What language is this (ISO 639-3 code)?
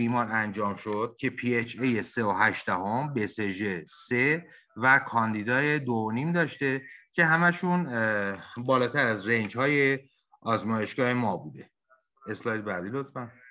fas